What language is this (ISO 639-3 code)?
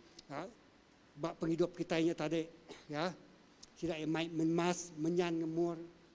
iba